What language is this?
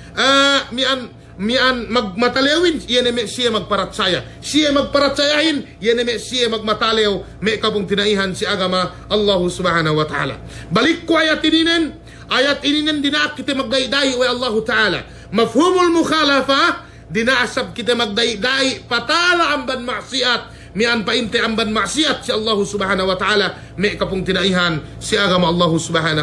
Yakan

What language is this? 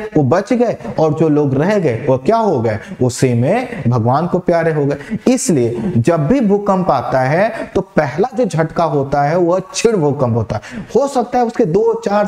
Hindi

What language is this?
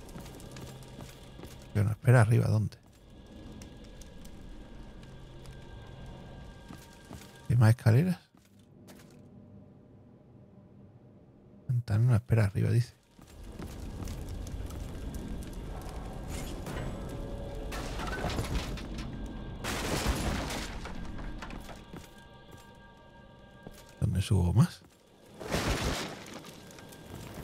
Spanish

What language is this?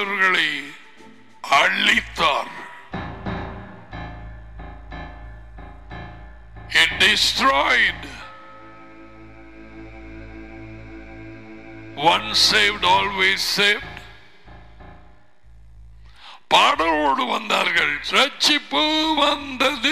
Tamil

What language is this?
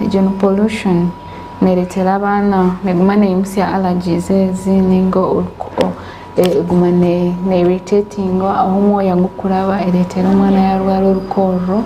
Nyankole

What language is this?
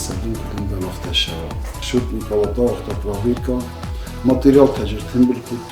Ossetic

